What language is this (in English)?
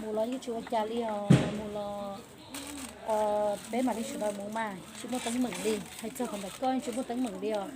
Hmong